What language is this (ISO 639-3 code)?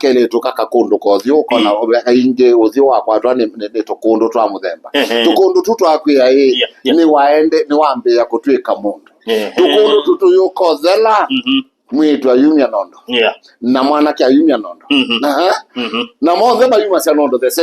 kam